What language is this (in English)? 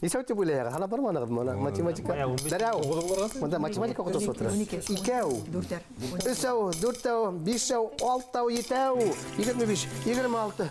Bashkir